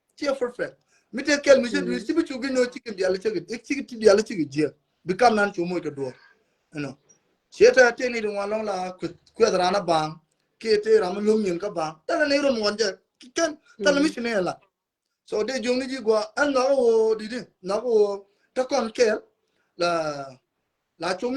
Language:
Nuer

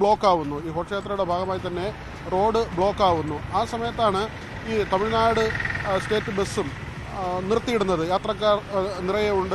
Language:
Malayalam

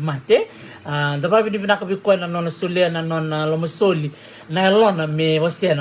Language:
Fijian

